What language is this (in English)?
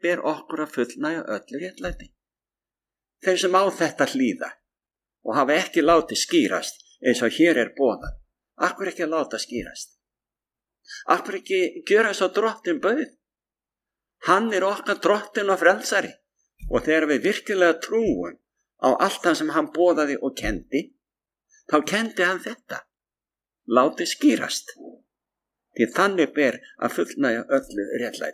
Icelandic